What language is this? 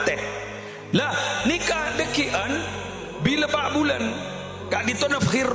Madurese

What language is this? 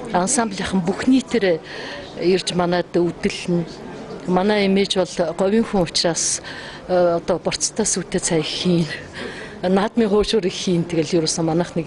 Mongolian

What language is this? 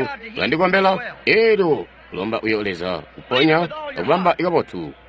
Tonga (Zambia)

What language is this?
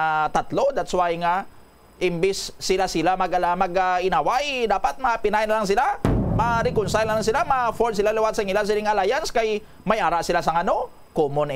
Hiligaynon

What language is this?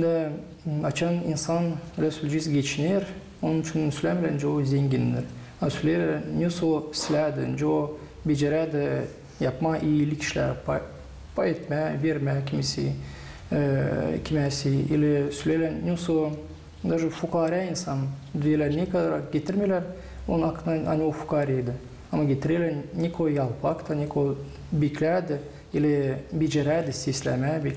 Gagauz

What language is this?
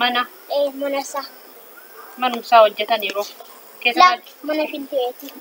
Oromo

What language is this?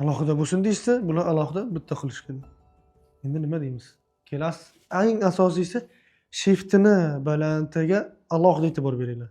Uzbek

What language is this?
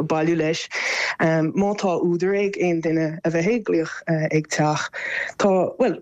Irish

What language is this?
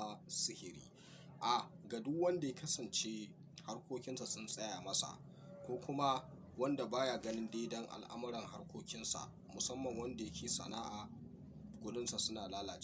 Hausa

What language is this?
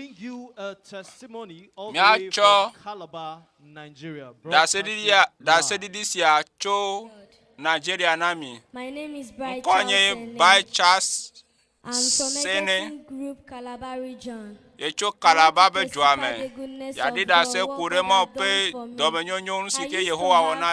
Ewe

